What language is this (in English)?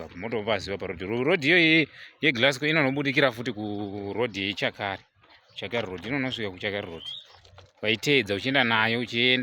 Shona